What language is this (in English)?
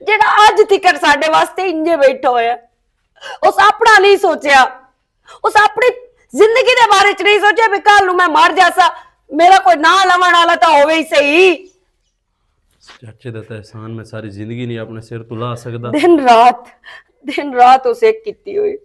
Western Panjabi